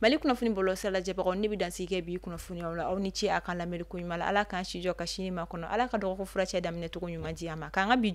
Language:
Bambara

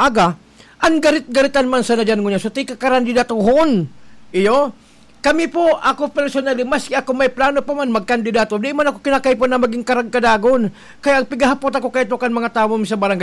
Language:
Bikol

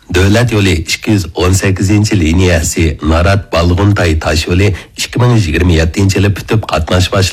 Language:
Uyghur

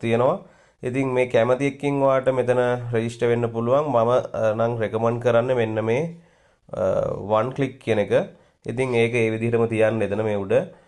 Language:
Sinhala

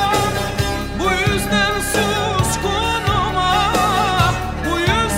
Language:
Turkish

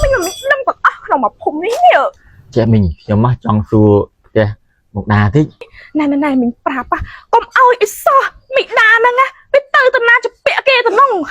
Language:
Khmer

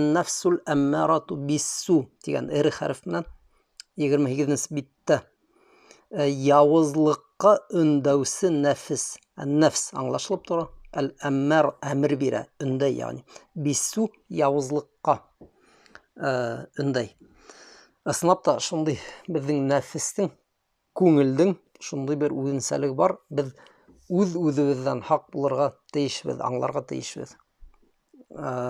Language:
Bashkir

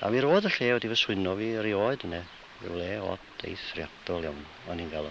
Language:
Welsh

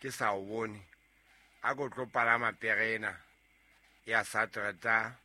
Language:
Southern Sotho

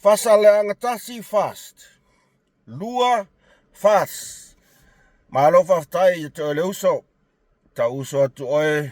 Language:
Samoan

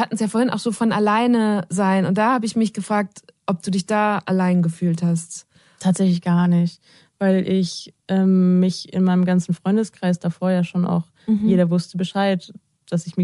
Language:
German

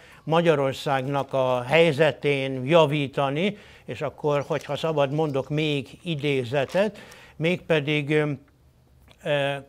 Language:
Hungarian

